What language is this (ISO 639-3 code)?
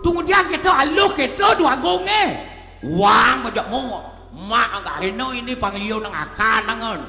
ban